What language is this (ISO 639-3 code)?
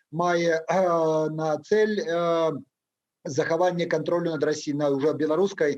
bel